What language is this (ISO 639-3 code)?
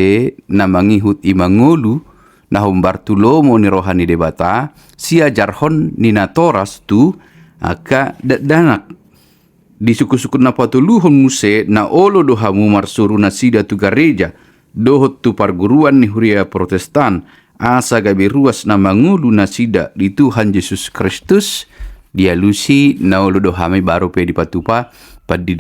bbc